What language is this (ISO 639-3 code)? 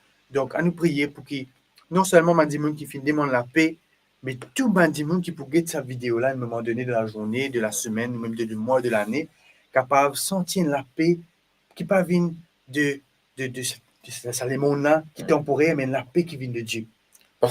mfe